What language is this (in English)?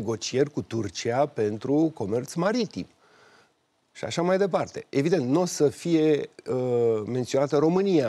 Romanian